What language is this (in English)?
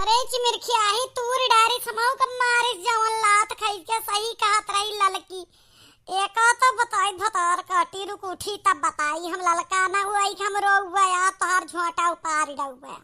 Awadhi